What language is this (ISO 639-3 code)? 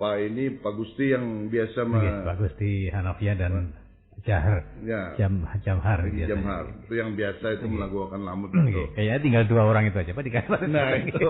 bjn